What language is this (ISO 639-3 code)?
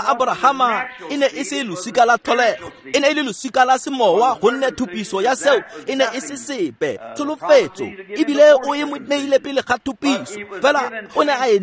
tsn